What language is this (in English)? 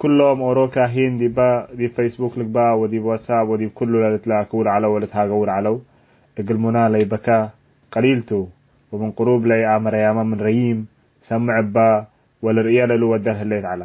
Tigre